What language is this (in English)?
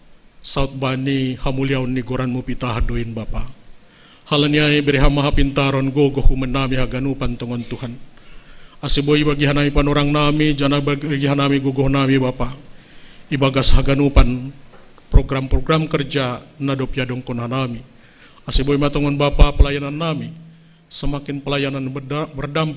Batak Simalungun